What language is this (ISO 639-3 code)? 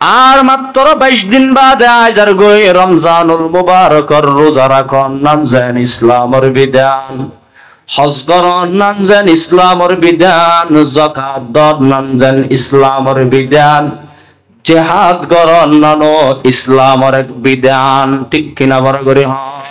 rhg